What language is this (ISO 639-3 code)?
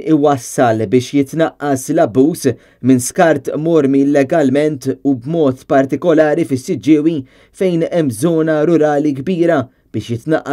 mlt